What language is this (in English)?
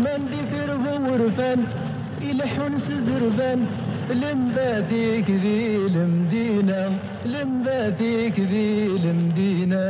Kabyle